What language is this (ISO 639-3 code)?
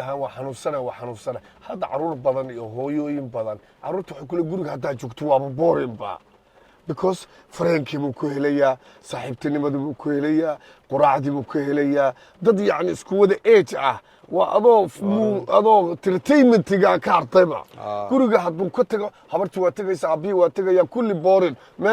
som